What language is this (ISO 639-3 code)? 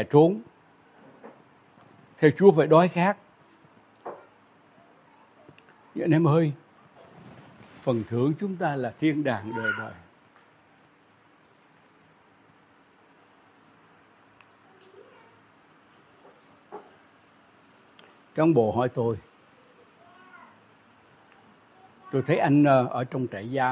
vie